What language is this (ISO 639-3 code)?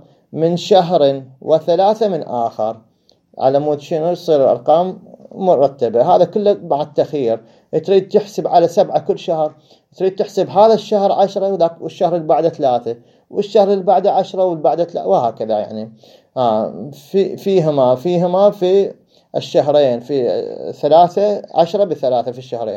acm